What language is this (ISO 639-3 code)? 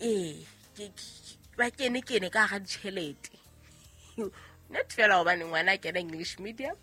sot